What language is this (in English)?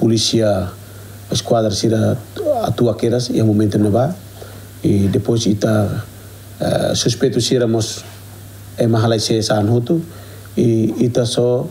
Tetum